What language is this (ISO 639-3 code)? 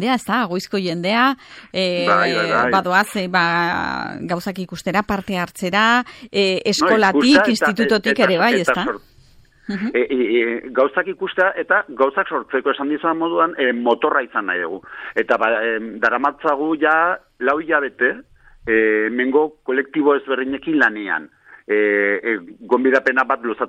eus